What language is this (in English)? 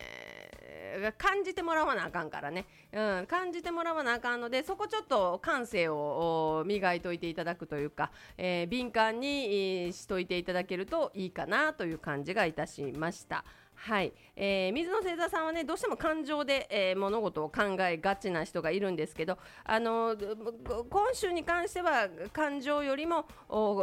Japanese